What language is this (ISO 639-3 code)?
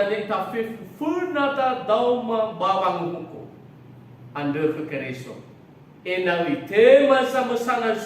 nia